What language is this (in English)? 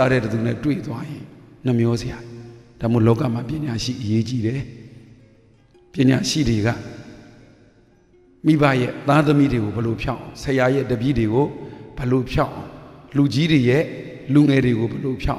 Burmese